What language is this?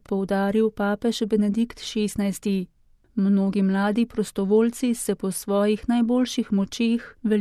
Slovenian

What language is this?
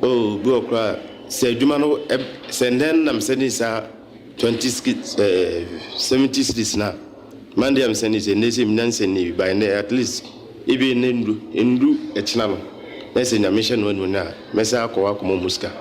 Akan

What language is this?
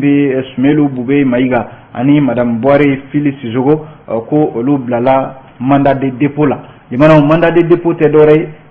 Bambara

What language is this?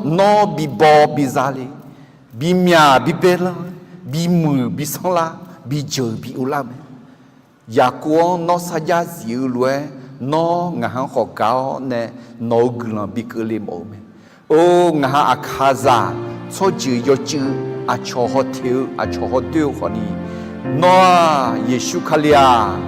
Akha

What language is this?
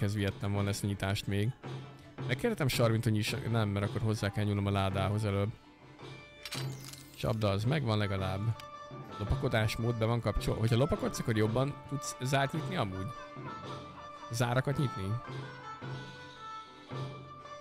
Hungarian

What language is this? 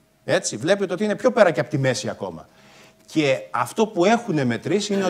Greek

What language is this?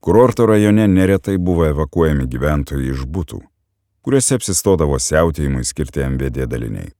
Lithuanian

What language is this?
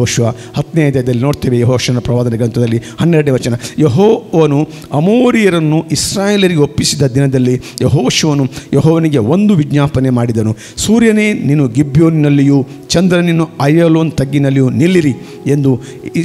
Kannada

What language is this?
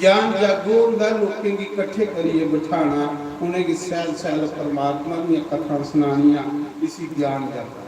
Dogri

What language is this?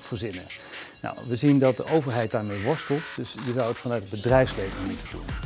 Dutch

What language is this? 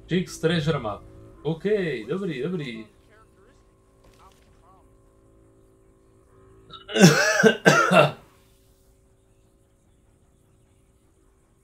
Czech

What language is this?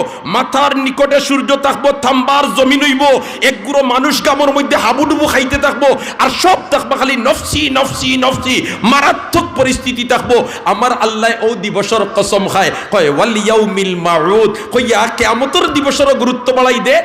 Sylheti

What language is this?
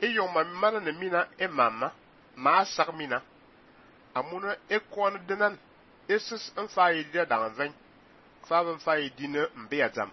Fang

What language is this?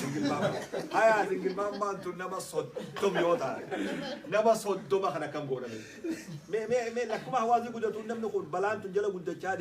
Oromo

